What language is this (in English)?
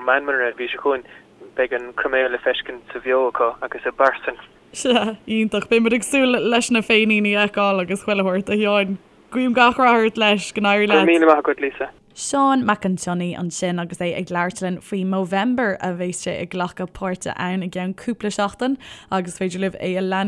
Irish